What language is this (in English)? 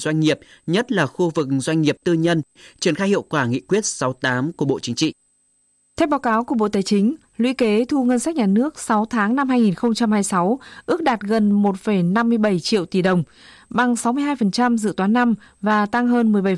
Vietnamese